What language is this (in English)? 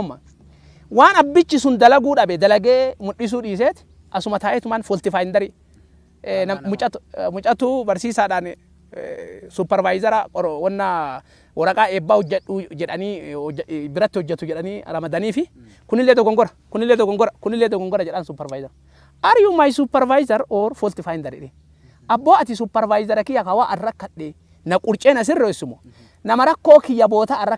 Oromo